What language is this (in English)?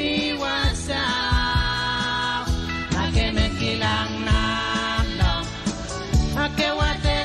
Pohnpeian